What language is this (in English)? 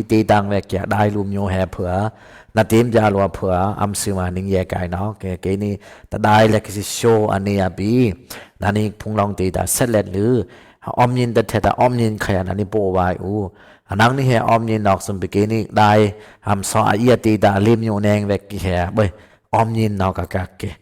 Dimasa